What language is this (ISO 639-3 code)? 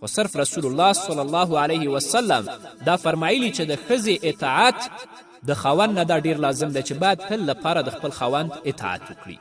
pus